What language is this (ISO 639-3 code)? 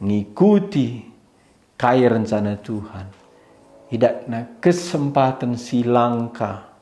btx